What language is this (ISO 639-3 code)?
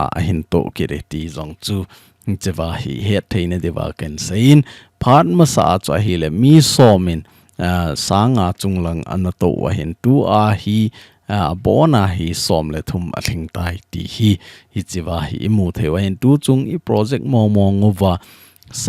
tcz